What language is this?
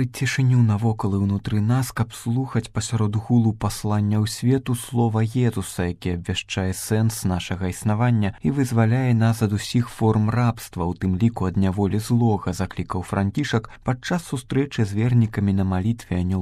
Belarusian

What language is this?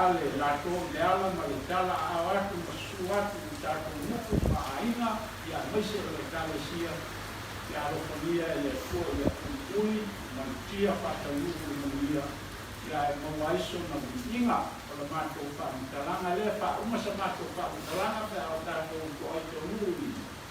Samoan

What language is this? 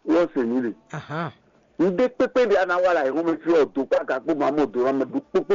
Fon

